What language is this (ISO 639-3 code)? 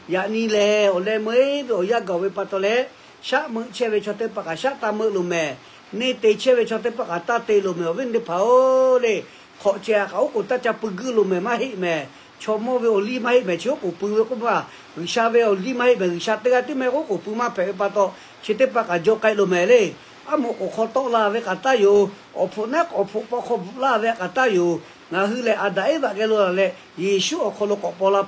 lhu